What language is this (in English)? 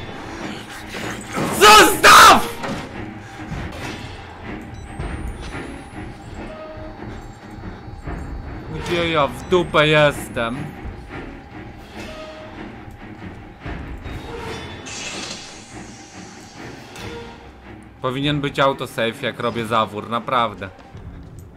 Polish